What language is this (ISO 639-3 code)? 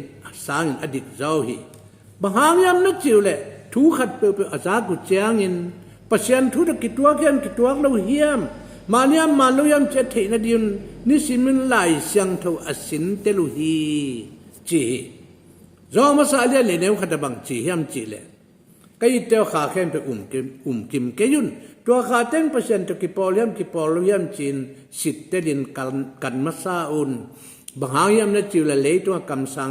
ctd